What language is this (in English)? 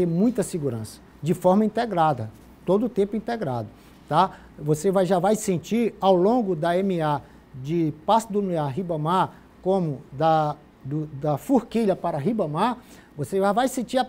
Portuguese